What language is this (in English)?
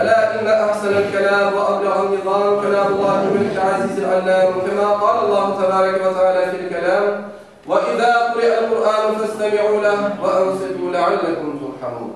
Crimean Tatar